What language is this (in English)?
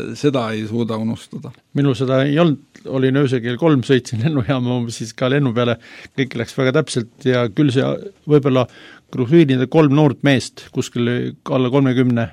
Estonian